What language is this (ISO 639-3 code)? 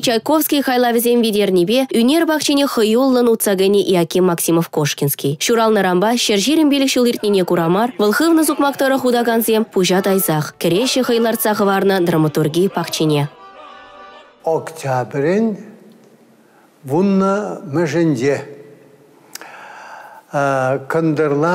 chv